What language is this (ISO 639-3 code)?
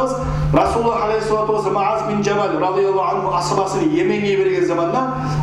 kum